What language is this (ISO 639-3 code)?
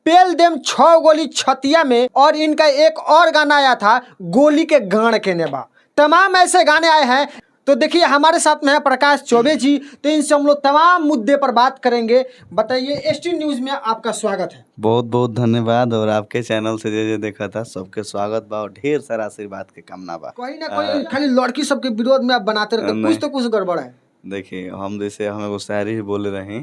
bho